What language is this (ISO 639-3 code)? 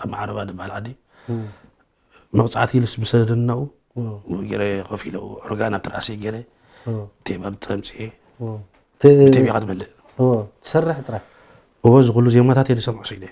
tir